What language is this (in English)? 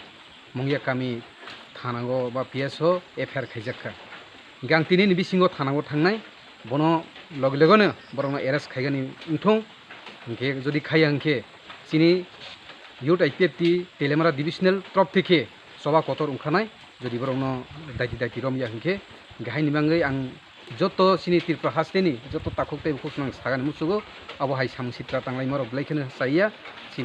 Kok Borok